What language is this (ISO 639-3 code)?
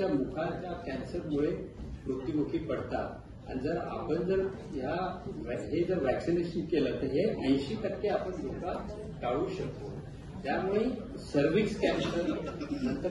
mar